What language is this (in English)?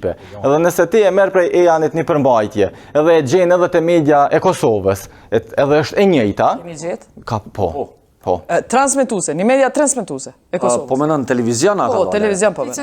Albanian